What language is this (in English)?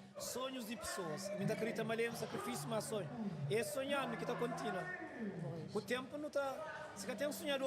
Kabuverdianu